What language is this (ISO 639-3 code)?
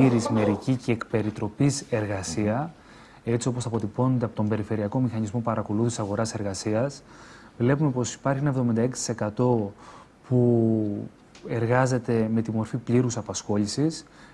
ell